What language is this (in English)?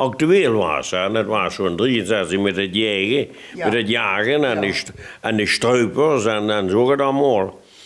Limburgish